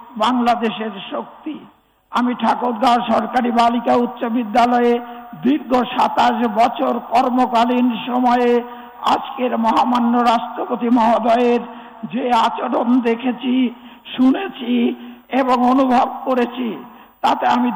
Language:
Bangla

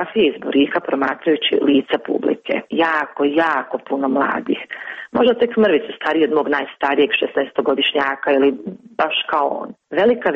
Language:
Croatian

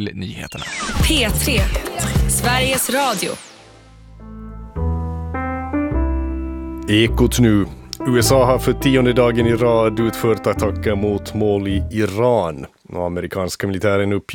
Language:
Swedish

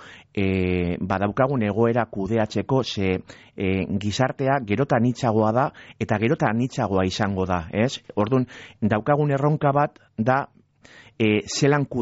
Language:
Basque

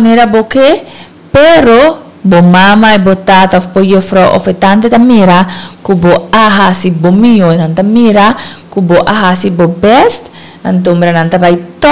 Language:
Papiamento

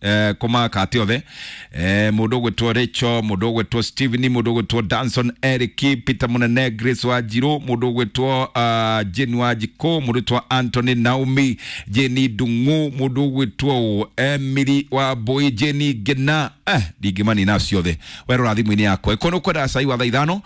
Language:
Kikuyu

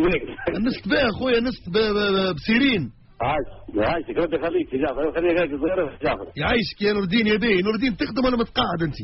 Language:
Tunisian Arabic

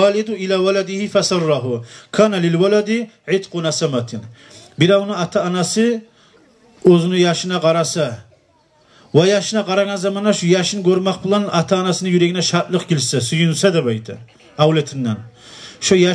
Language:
Kumyk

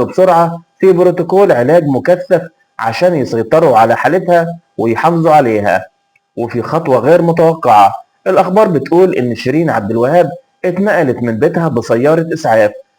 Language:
Egyptian Arabic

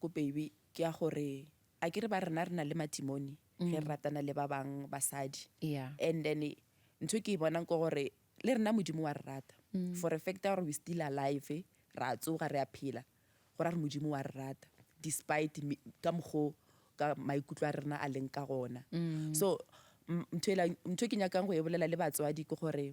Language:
Northern Sotho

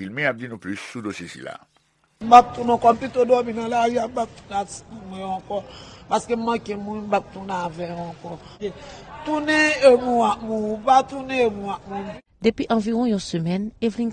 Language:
Haitian Creole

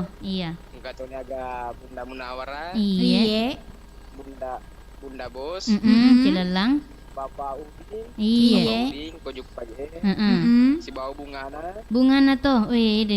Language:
Buginese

